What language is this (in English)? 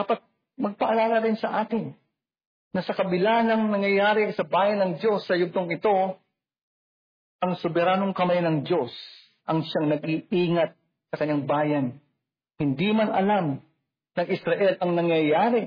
Filipino